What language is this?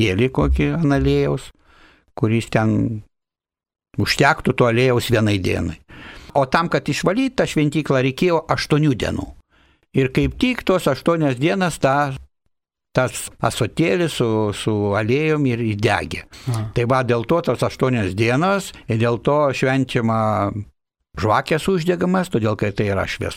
Lithuanian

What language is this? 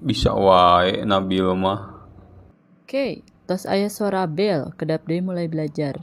Sundanese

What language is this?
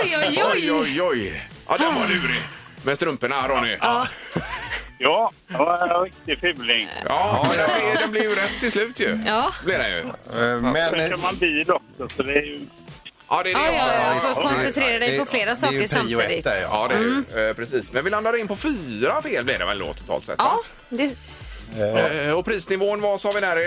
Swedish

